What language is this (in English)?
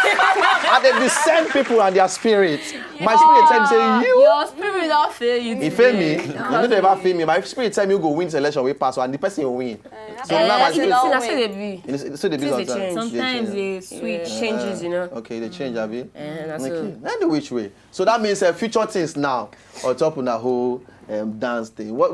Nigerian Pidgin